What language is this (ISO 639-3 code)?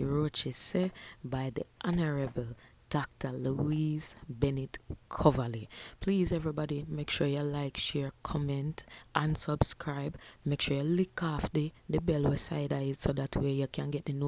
jam